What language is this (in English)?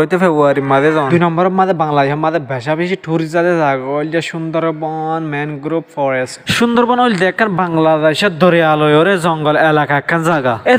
Rohingya